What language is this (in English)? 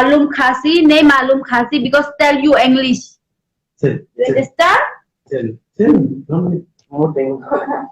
Khasi